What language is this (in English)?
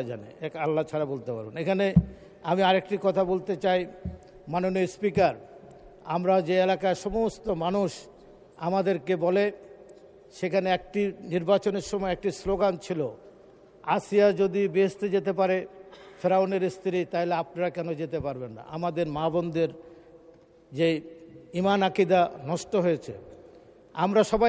Bangla